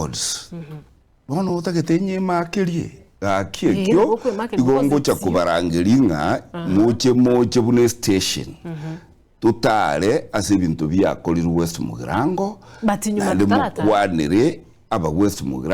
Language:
Gusii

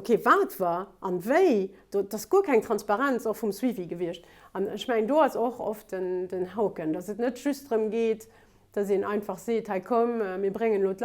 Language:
Luxembourgish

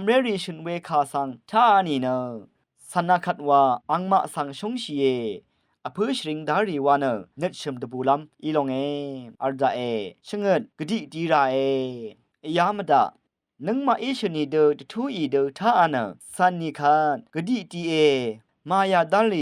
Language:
Rawang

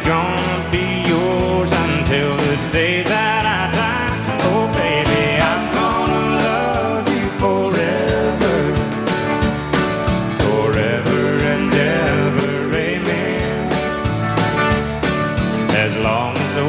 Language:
English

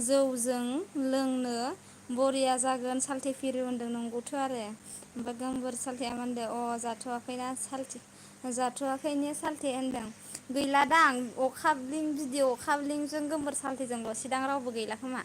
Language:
Bodo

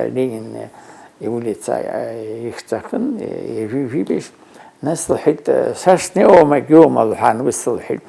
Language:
Abkhazian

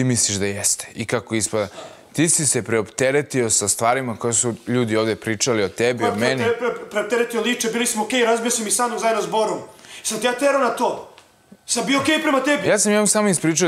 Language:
Serbian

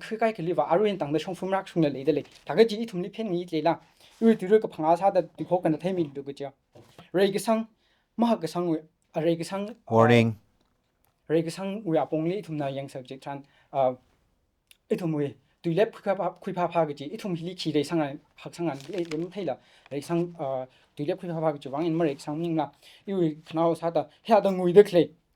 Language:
Tangkhul Naga (India)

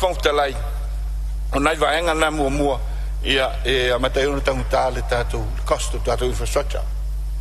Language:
Samoan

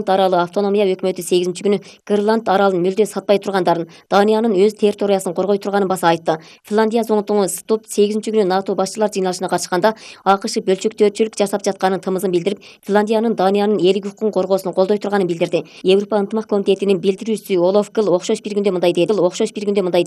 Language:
Kyrgyz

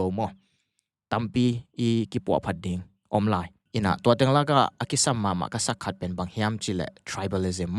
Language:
Tedim Chin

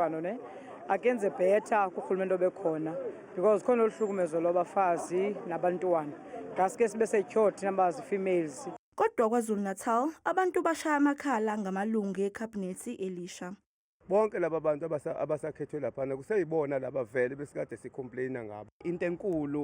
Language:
Zulu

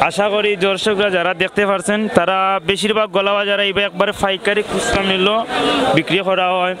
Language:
Sylheti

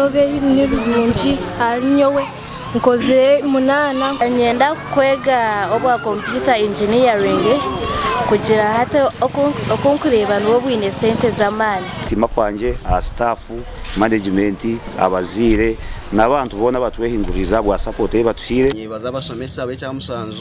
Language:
Nyankole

